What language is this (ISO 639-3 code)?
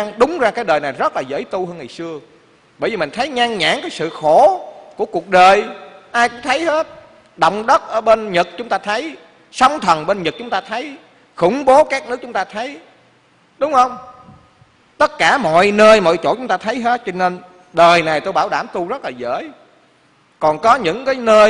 vie